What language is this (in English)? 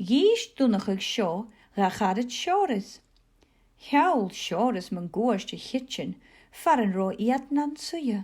Scottish Gaelic